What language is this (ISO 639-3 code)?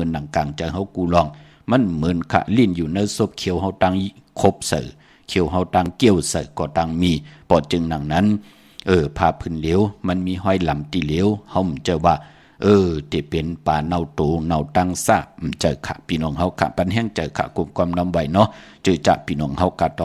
shn